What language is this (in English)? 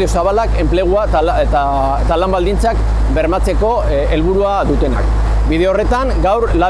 Basque